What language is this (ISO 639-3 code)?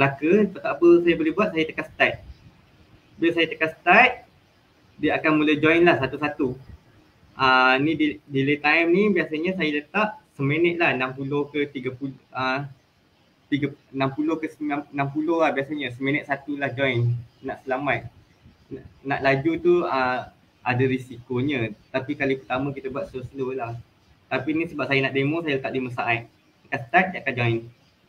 msa